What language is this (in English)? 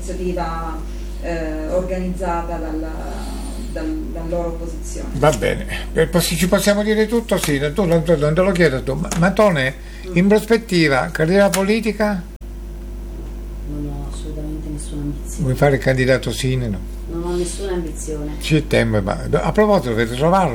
Italian